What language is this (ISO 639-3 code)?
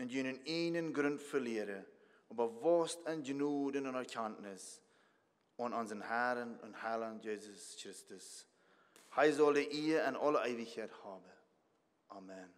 pdt